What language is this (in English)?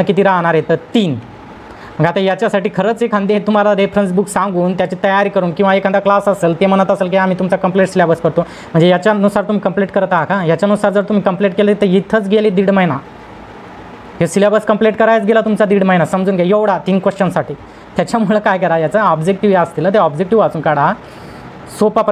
Marathi